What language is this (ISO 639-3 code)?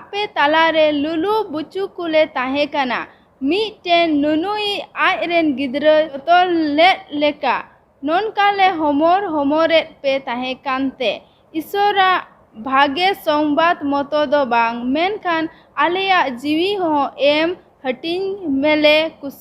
sat